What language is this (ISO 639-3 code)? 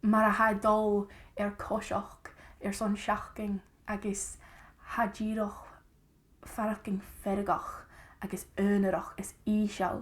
gla